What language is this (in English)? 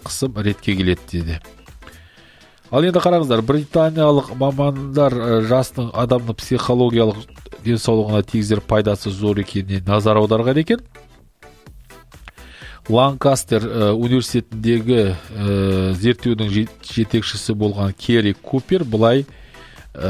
Kazakh